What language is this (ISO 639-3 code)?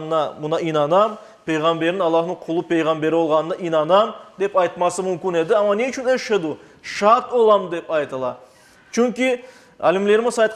crh